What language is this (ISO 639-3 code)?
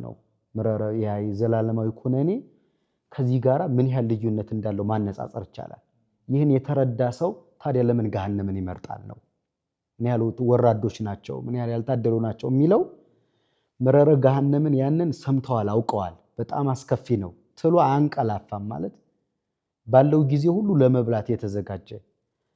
amh